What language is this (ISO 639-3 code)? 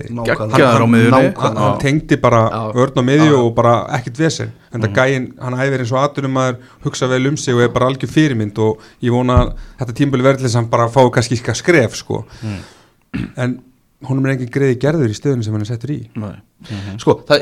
isl